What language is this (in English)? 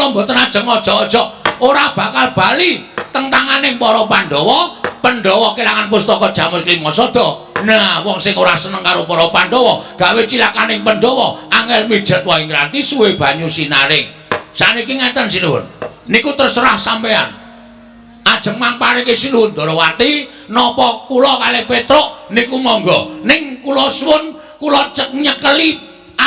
Javanese